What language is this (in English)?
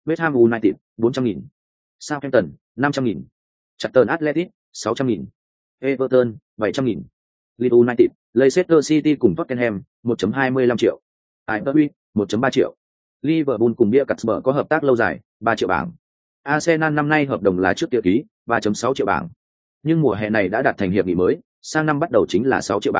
Vietnamese